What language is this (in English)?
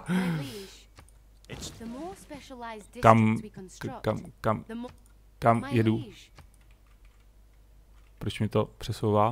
Czech